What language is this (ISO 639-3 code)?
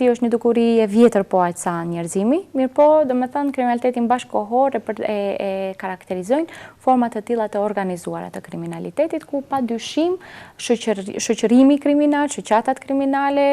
sqi